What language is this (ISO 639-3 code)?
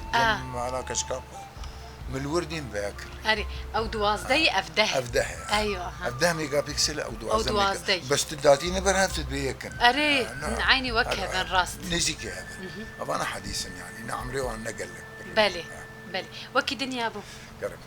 kur